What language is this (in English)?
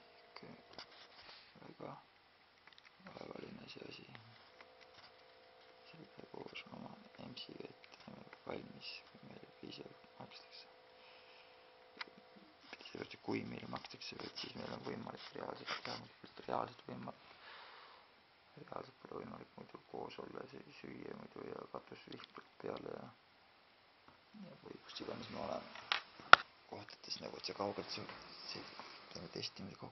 Estonian